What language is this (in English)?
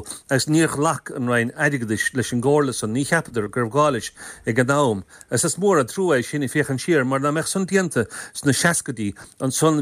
Irish